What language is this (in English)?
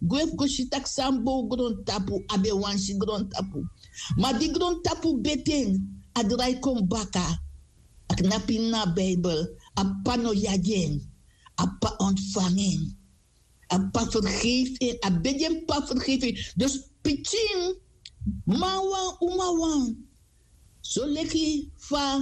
Sranan Tongo